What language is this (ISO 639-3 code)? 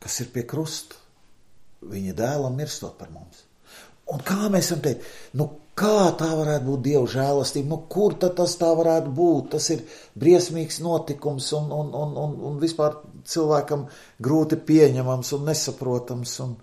lav